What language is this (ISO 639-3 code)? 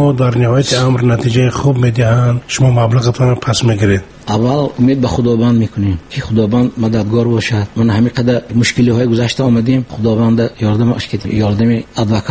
tgk